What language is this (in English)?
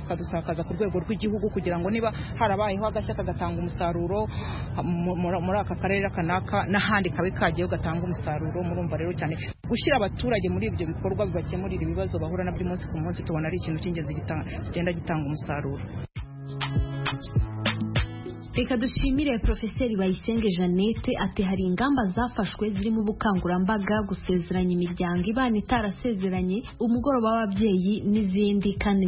Kinyarwanda